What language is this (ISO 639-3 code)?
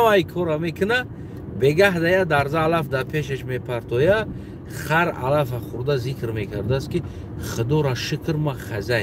tgk